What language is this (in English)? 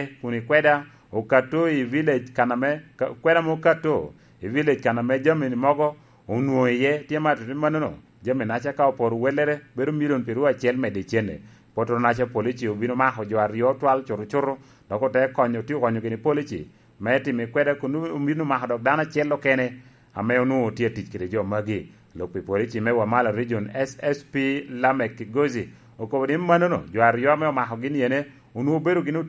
Lango (Uganda)